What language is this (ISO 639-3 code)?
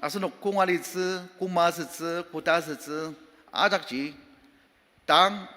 njo